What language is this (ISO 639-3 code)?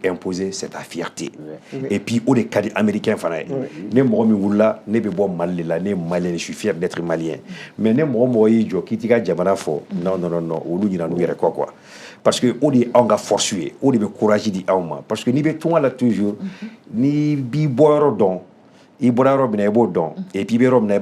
bam